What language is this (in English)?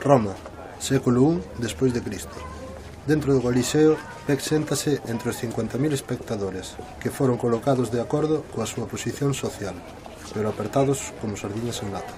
Galician